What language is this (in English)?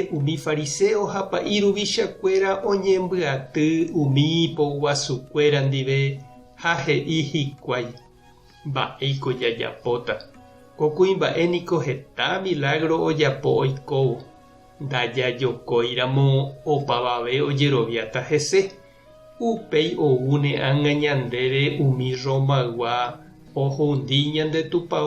Guarani